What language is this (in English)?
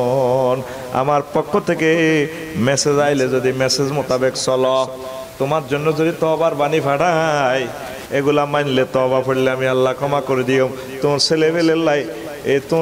Bangla